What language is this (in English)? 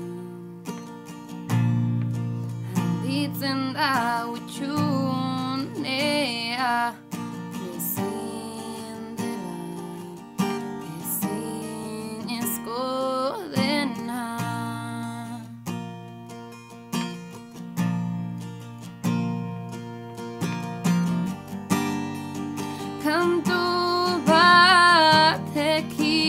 Basque